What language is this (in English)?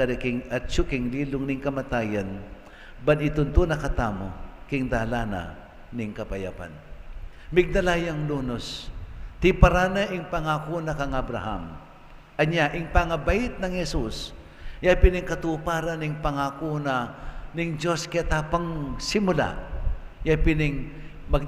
Pampanga